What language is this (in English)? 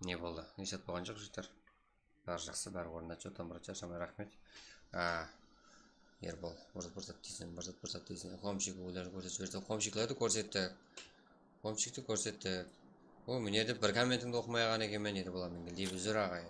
Kara-Kalpak